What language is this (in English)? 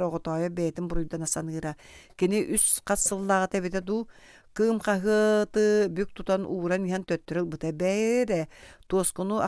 Yakut